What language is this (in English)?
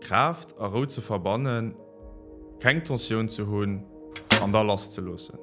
Luxembourgish